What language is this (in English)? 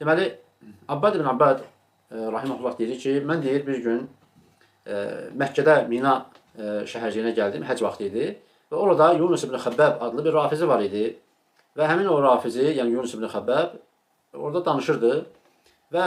Azerbaijani